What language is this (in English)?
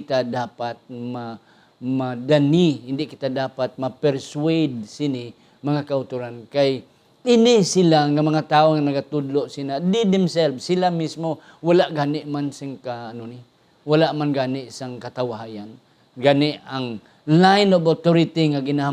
Hiligaynon